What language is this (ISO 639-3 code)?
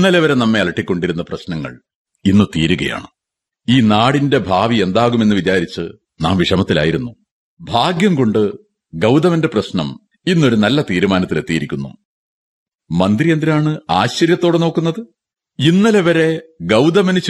mal